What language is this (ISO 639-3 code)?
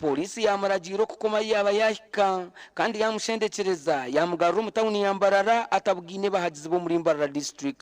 nyn